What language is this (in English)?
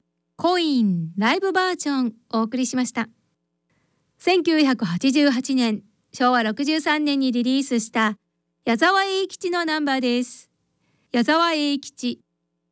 Japanese